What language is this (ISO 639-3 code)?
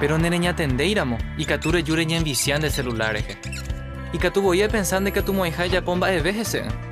grn